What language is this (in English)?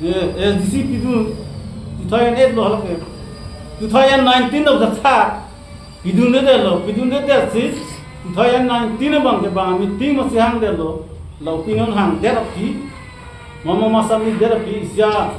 Karbi